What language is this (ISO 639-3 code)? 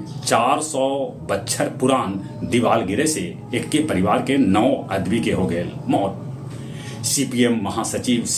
mag